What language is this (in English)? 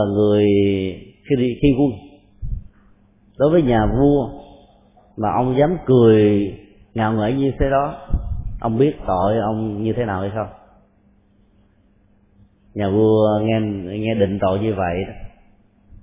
Vietnamese